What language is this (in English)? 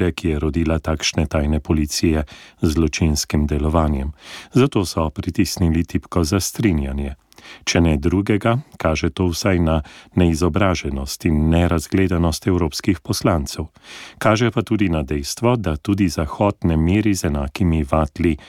Slovenian